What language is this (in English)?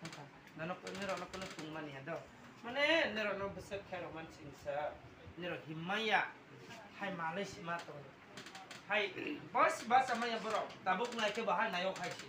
Kok Borok